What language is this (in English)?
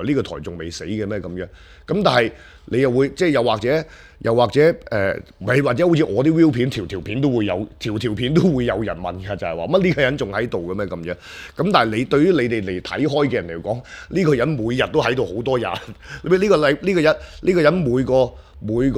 Cantonese